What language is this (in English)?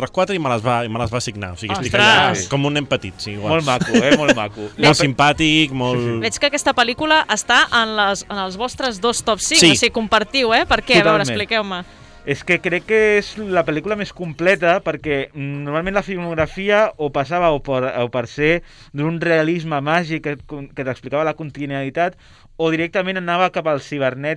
Catalan